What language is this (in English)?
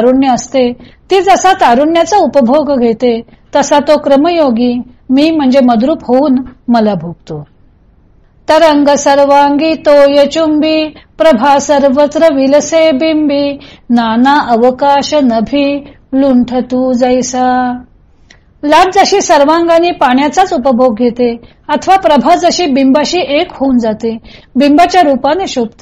Marathi